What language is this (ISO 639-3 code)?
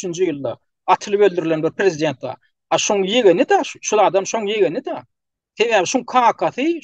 tuk